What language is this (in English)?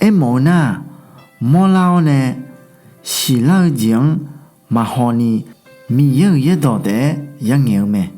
Akha